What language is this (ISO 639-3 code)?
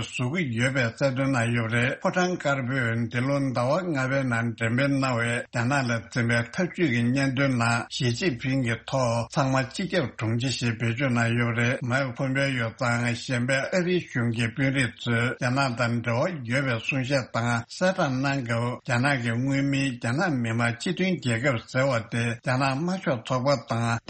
bod